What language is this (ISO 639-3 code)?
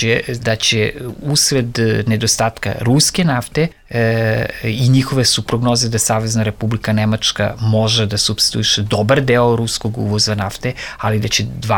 srp